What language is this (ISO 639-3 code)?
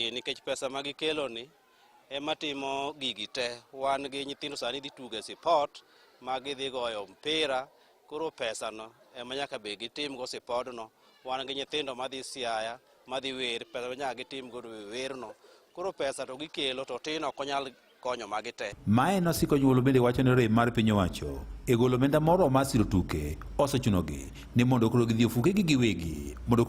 luo